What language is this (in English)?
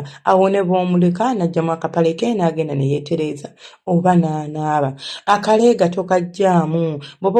Ganda